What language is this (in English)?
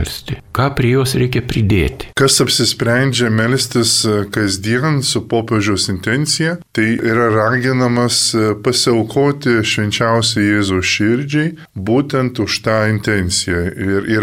Lithuanian